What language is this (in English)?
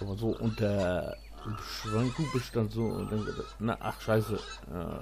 Low German